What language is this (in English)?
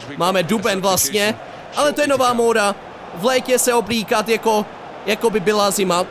Czech